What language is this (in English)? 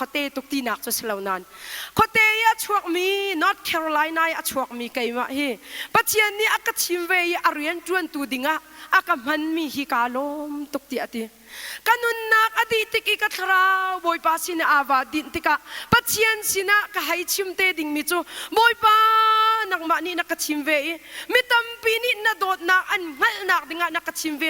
Hakha Chin